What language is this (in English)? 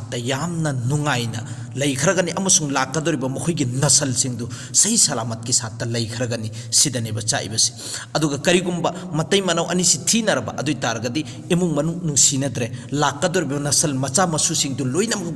Manipuri